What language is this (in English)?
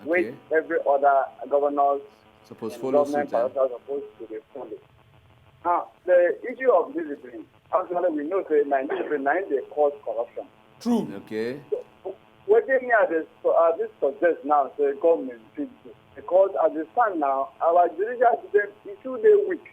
Nigerian Pidgin